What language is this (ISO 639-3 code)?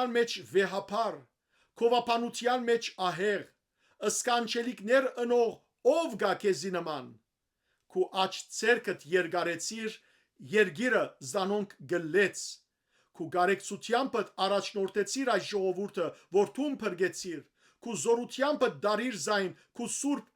hyw